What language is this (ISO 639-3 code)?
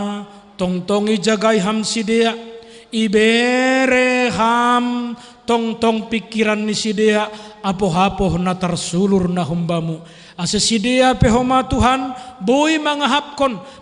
bts